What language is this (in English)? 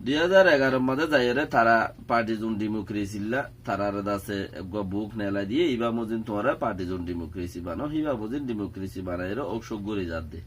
Rohingya